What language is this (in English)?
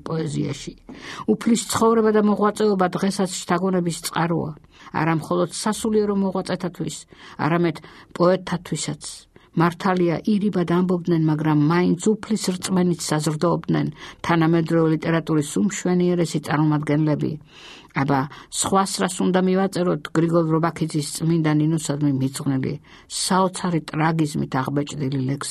Georgian